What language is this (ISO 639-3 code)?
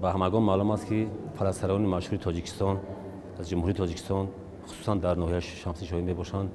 tgk